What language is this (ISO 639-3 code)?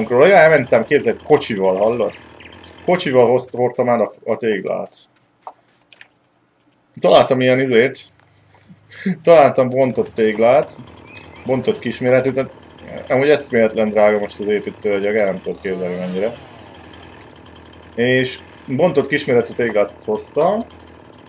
hun